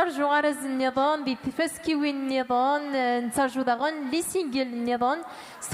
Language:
Kabyle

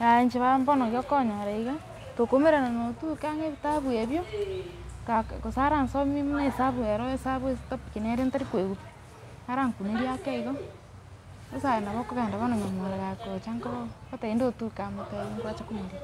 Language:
Gusii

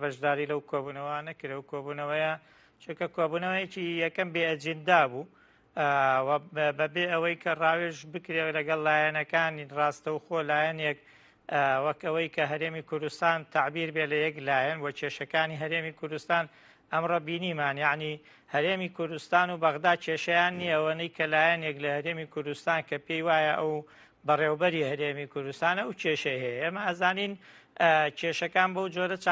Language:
Central Kurdish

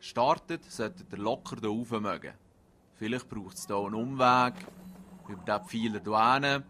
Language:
Swiss German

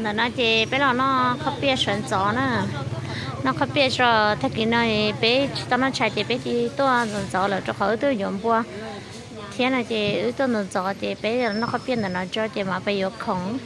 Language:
Hmong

